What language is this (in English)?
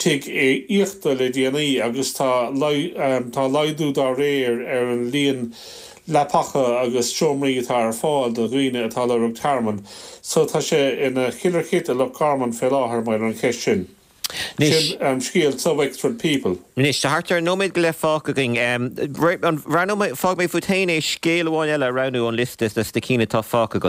Irish